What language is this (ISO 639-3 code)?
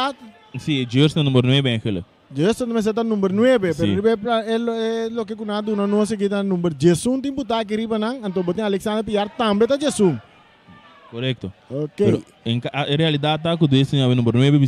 pap